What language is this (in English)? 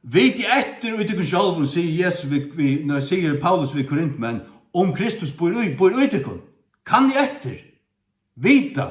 Faroese